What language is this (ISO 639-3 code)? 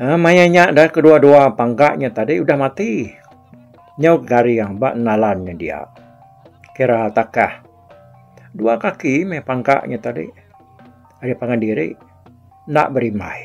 iba